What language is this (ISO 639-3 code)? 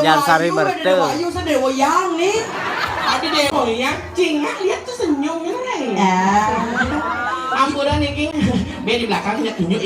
ban